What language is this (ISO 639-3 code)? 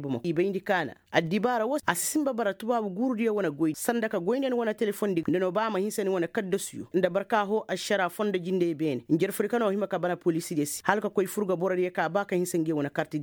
ses